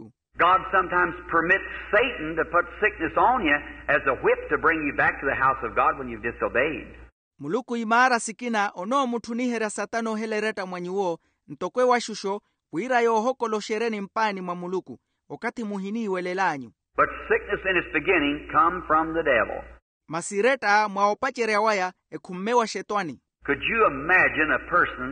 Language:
Makhuwa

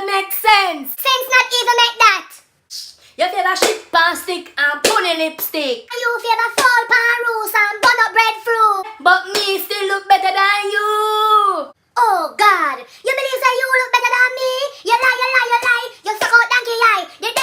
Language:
Jamaican Creole English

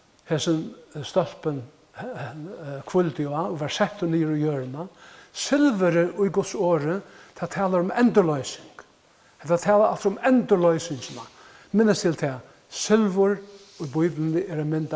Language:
Faroese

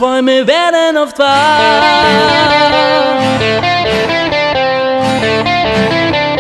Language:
German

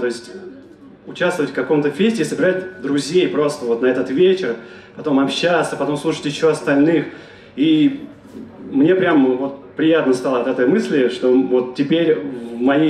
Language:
Russian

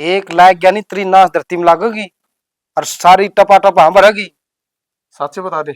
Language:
Haryanvi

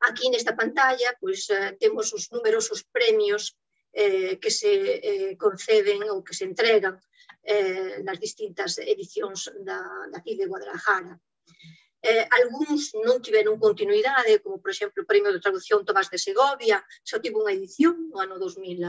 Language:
Galician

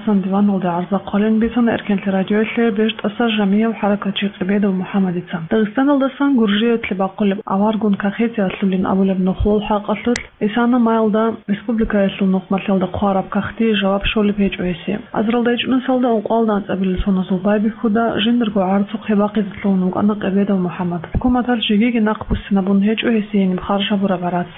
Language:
Avaric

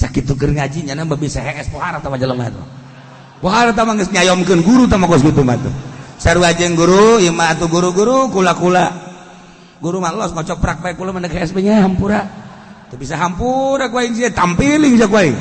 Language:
Sundanese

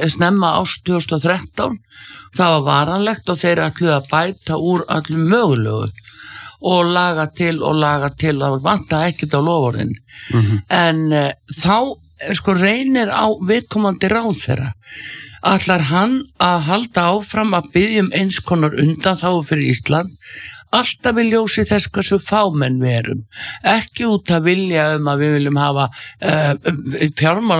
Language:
Icelandic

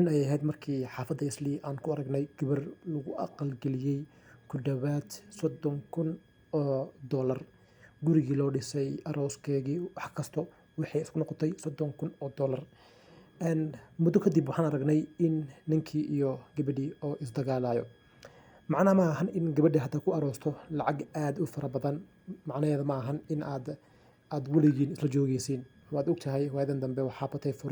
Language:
Somali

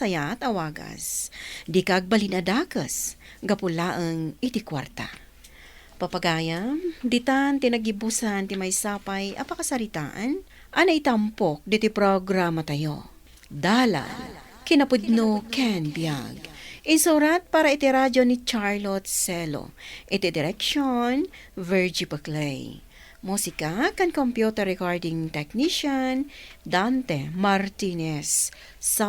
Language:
Iloko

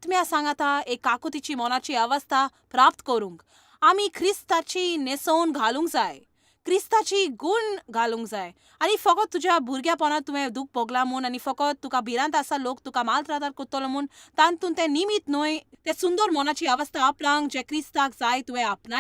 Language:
Konkani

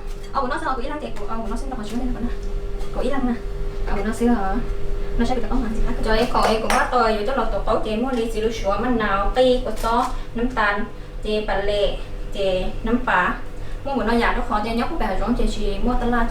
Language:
Hmong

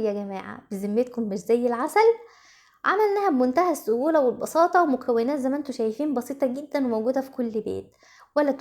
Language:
Egyptian Arabic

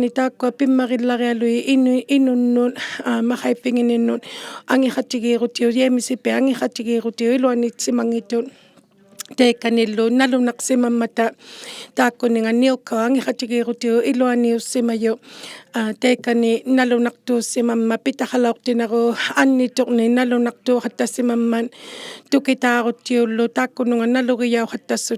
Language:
Inuktitut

